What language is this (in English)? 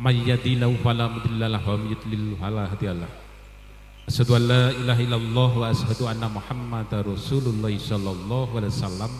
Javanese